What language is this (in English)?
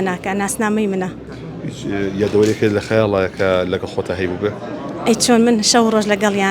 Central Kurdish